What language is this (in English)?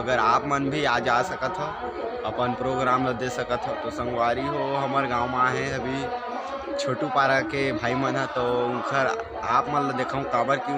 Chhattisgarhi